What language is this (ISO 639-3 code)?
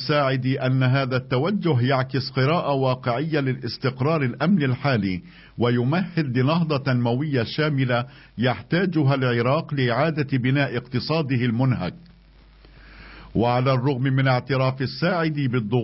ara